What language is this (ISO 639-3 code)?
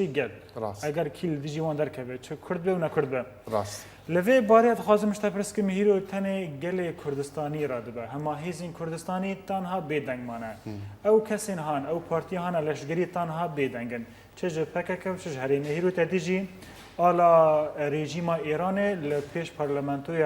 kur